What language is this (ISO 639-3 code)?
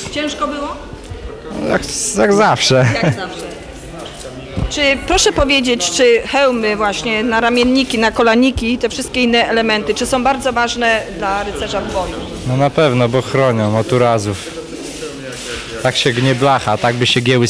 pol